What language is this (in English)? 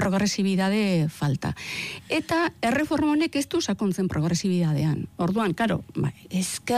Basque